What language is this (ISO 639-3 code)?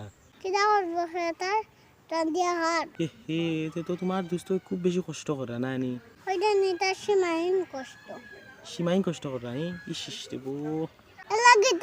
syl